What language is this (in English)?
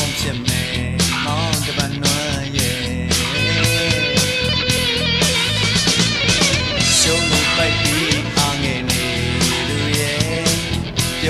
Burmese